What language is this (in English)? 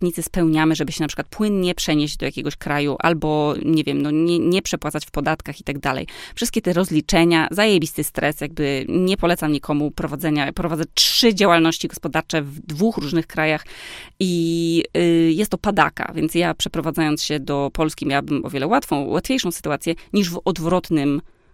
Polish